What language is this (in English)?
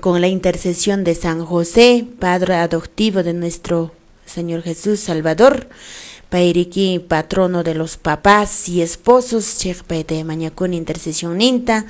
Quechua